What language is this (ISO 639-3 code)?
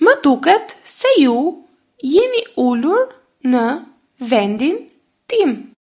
sqi